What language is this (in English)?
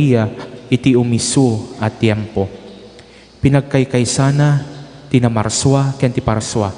Iloko